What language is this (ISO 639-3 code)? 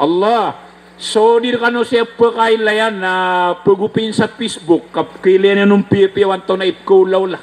mrw